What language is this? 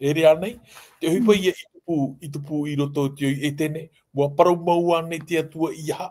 Tahitian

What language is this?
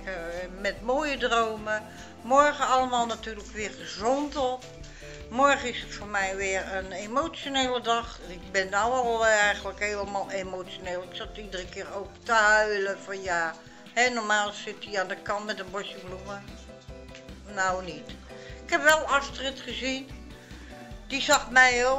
Dutch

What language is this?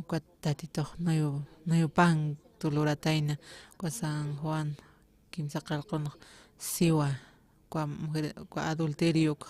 Aymara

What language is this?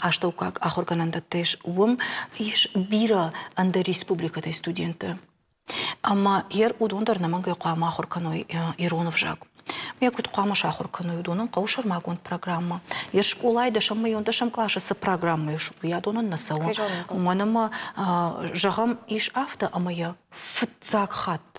Ossetic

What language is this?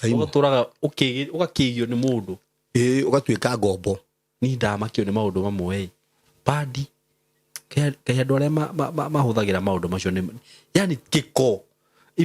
Kikuyu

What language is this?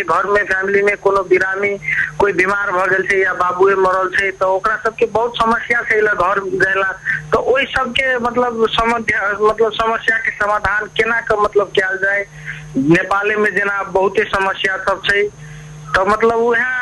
Maithili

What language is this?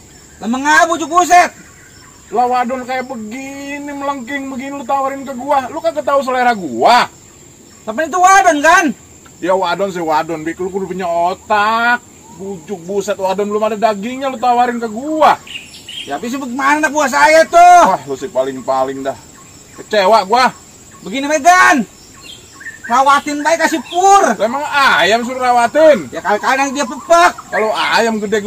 Betawi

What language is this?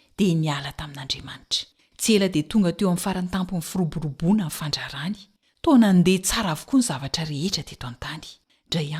Malagasy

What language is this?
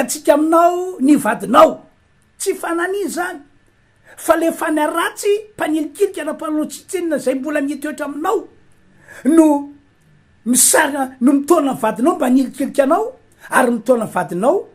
Malagasy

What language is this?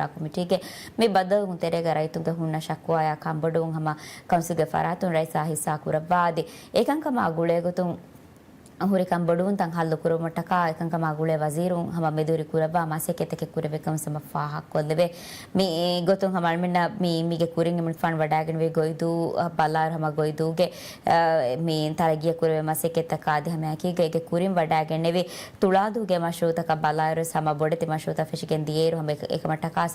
Divehi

